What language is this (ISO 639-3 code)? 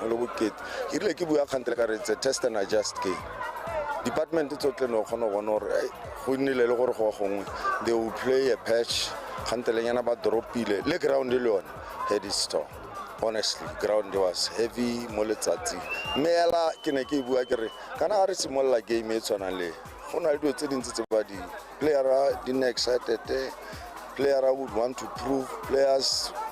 tsn